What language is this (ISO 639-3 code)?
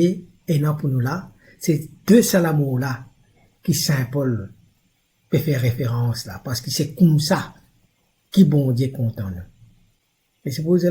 mfe